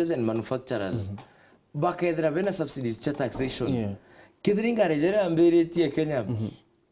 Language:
Meru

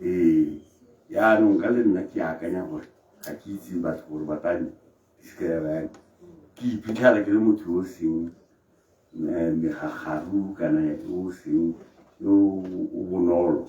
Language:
Tswana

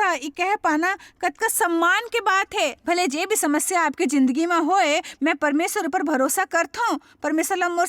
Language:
Chhattisgarhi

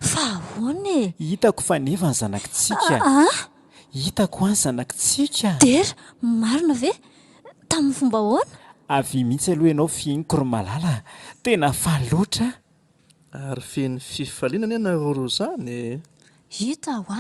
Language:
Malagasy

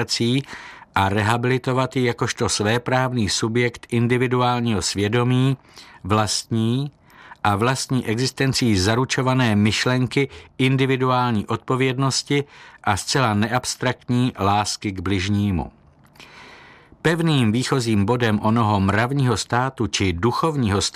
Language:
Czech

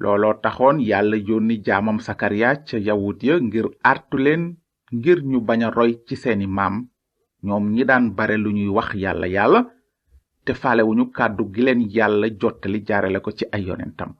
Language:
Wolof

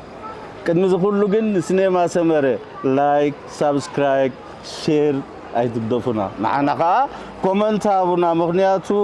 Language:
Tigrinya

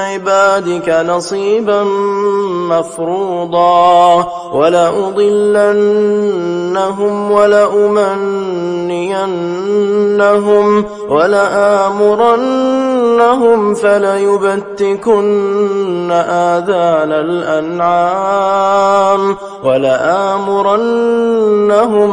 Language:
Arabic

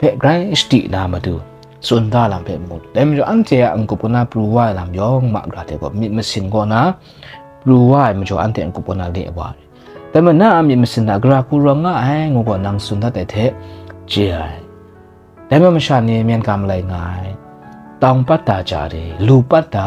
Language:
Kachin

